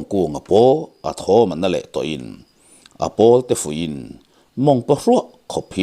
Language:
Mizo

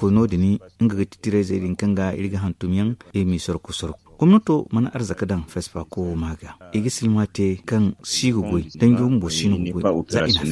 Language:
Zarma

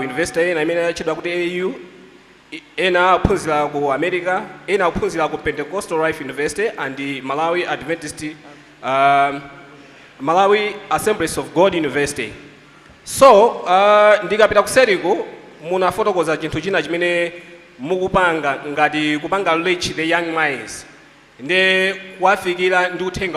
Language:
Nyanja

